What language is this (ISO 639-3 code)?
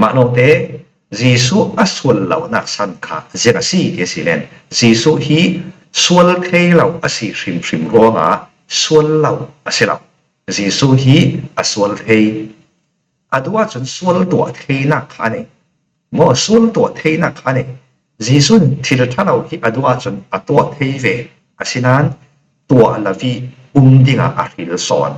cfm